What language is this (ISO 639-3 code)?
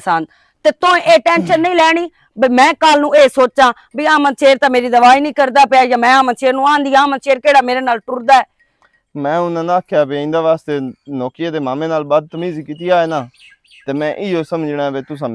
lah